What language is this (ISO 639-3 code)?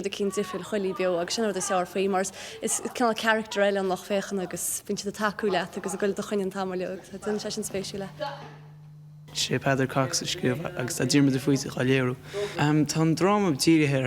gle